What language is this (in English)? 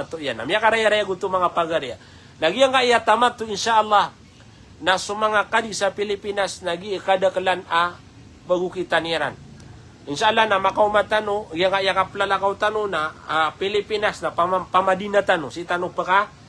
Maranao